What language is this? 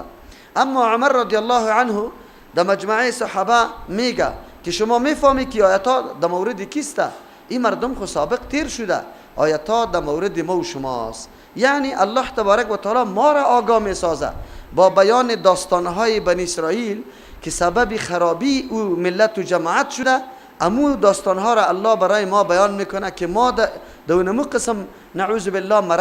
Persian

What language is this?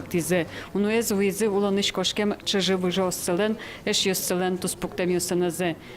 Udmurt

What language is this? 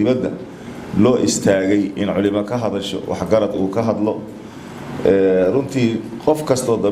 Somali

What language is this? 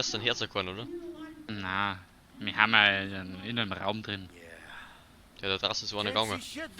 Bavarian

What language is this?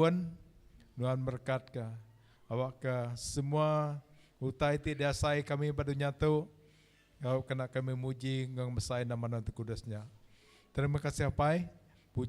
Iban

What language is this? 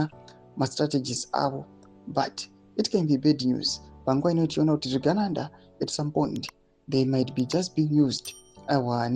Shona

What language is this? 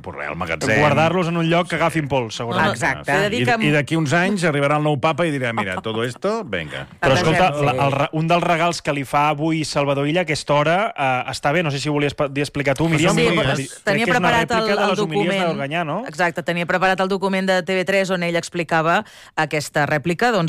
Catalan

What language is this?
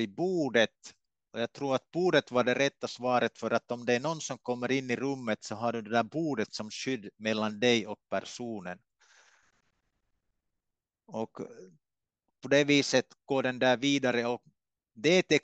Swedish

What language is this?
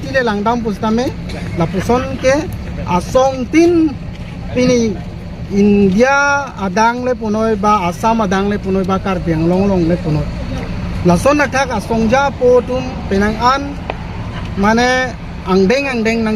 Karbi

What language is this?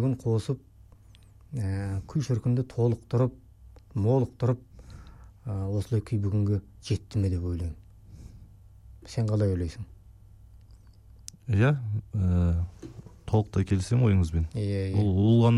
Kazakh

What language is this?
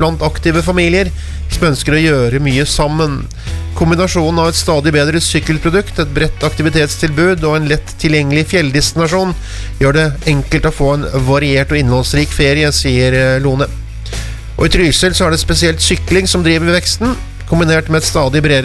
Norwegian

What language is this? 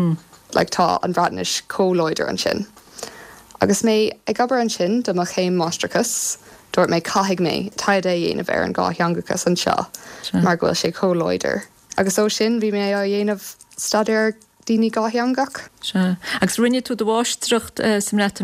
Irish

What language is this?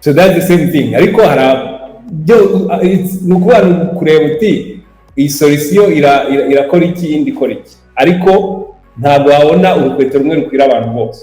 Kinyarwanda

